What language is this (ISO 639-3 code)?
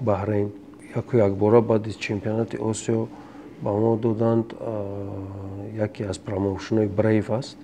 tgk